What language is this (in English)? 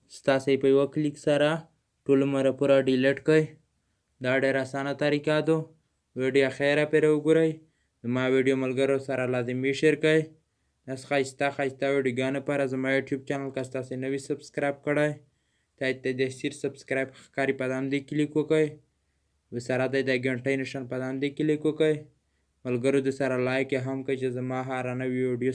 Pashto